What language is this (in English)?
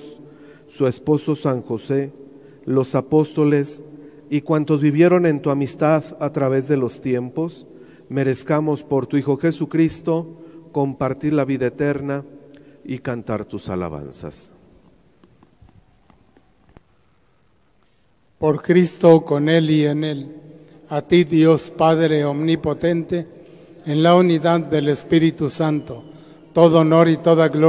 Spanish